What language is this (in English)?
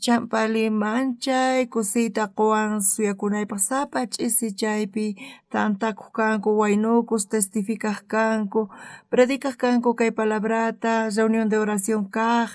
South Bolivian Quechua